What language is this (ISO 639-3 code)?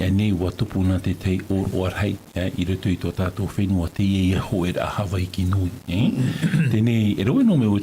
tah